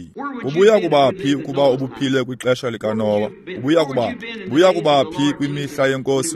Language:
Xhosa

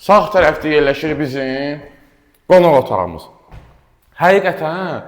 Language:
Azerbaijani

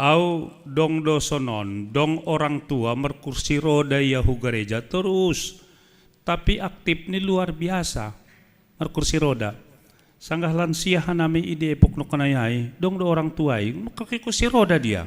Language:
Batak Simalungun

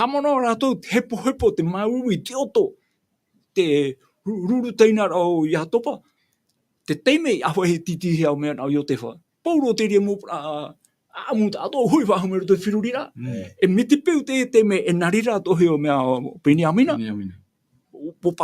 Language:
Tahitian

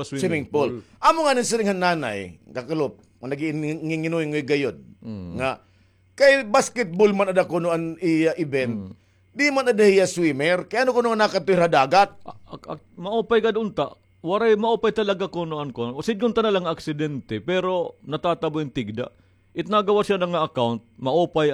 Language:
Waray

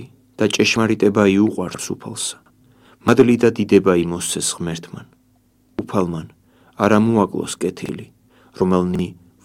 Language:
Georgian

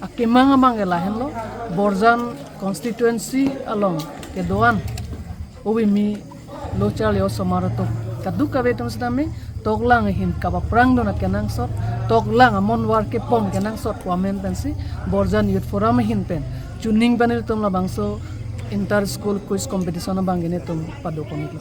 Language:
Karbi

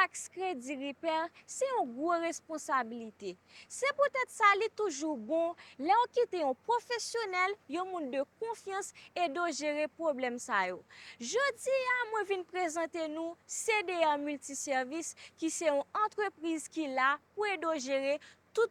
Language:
Haitian Creole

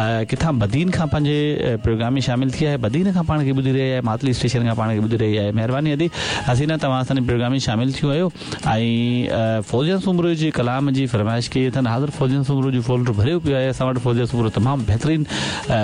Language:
Sindhi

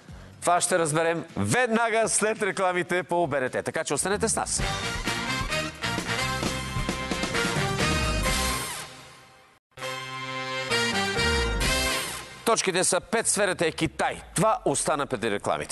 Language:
Bulgarian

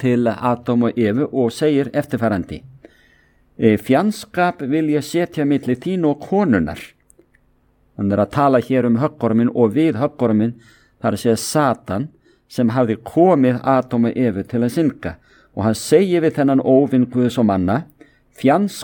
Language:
Icelandic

